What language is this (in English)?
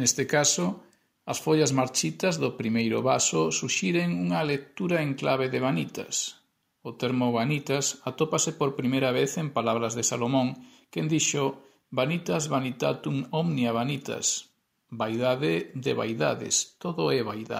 Galician